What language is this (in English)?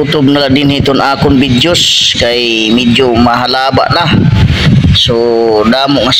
Waray